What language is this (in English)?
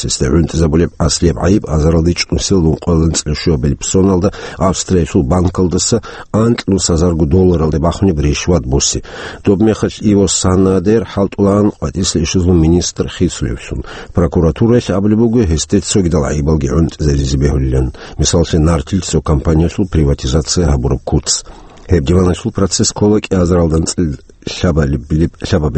Avaric